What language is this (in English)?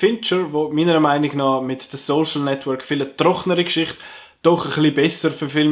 Swiss German